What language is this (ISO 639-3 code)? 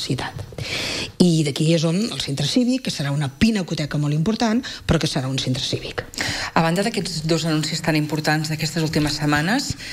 cat